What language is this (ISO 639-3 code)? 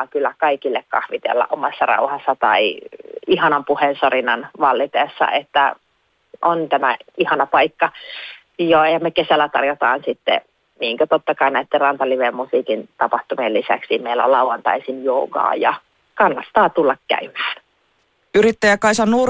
fin